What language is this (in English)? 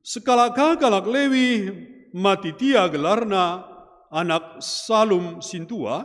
Batak Karo